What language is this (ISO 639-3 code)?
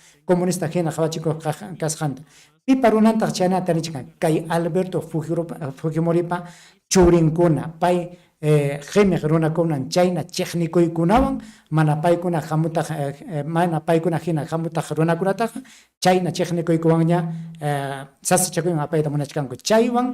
quy